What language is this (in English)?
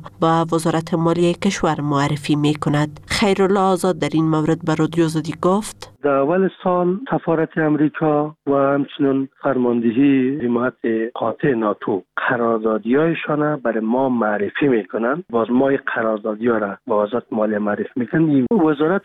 Persian